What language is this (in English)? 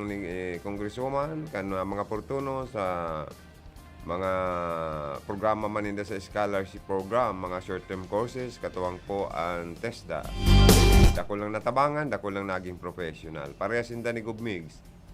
Bikol